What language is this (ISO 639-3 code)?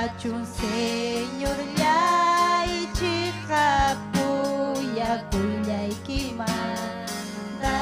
quy